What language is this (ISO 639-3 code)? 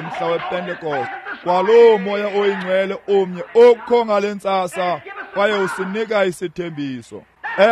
xho